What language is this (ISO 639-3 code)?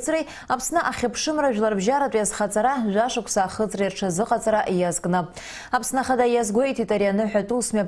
abk